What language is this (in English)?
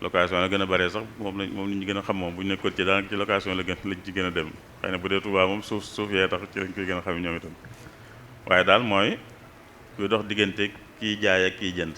Wolof